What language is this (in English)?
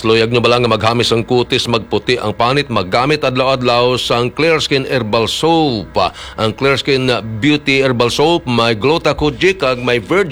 Hiligaynon